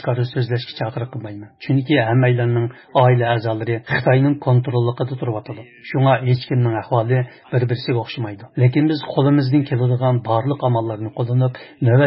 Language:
Uyghur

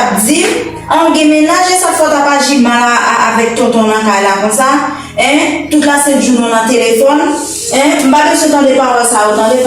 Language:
Haitian Creole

